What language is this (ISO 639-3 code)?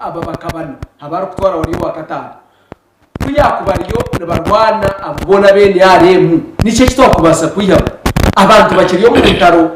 nyn